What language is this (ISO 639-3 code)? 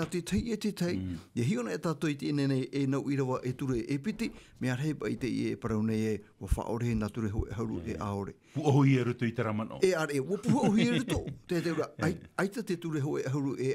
tah